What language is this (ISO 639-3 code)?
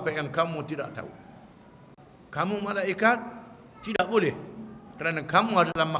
msa